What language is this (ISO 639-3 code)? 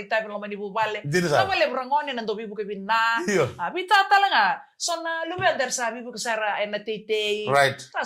fij